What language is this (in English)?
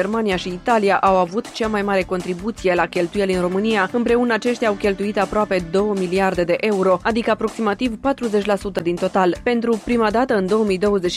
Romanian